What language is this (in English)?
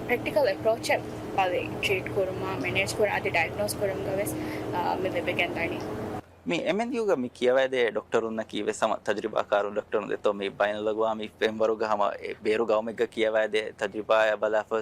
Divehi